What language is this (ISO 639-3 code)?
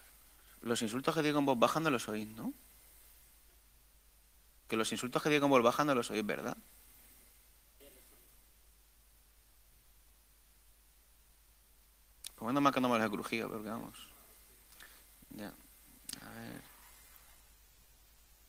spa